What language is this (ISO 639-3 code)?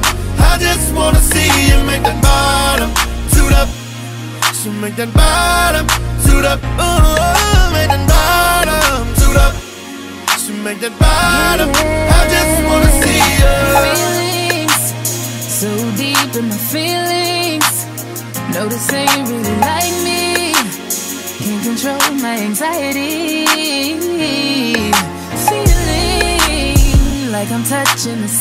eng